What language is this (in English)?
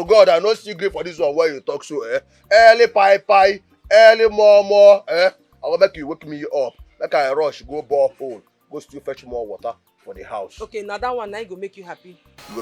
Nigerian Pidgin